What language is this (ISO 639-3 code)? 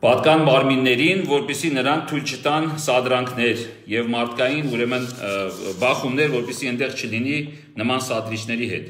hye